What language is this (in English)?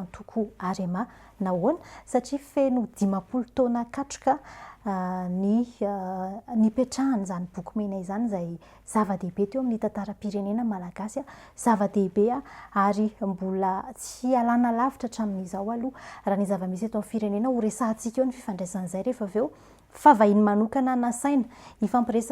Malagasy